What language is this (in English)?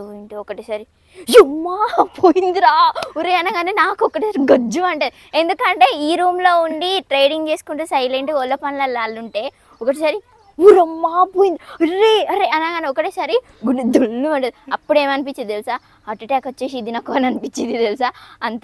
Telugu